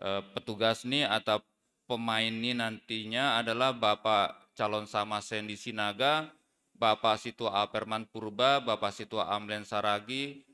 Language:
Batak Simalungun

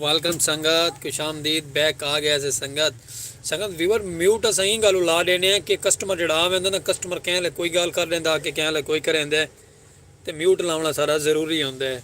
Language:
Saraiki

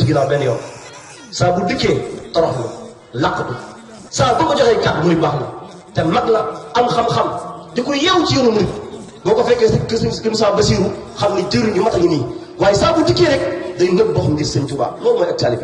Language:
Wolof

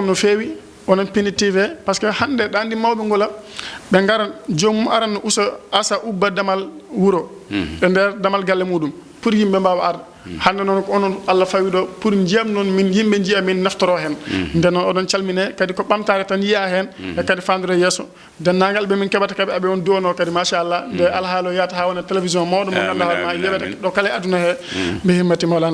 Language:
Fula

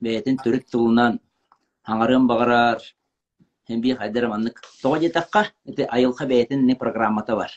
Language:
Yakut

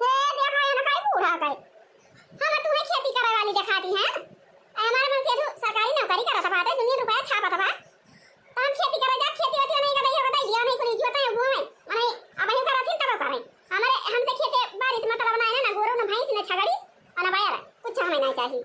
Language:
Awadhi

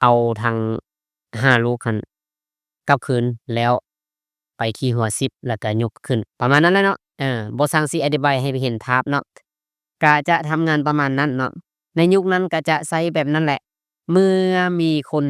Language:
Lao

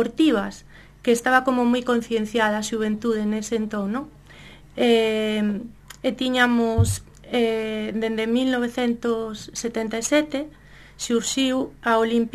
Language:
Galician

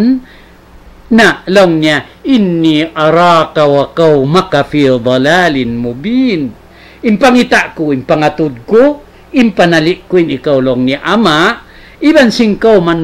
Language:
Tausug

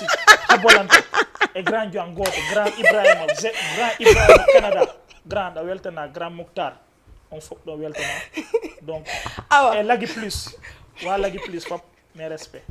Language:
Fula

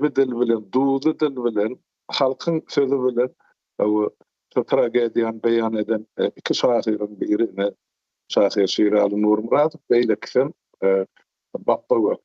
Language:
Turkmen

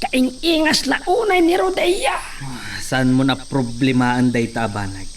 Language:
Iloko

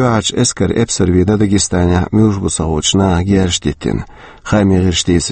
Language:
Chechen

